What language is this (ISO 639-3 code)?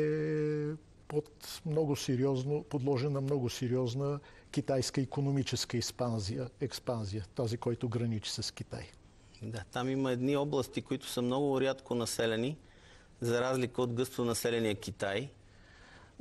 bul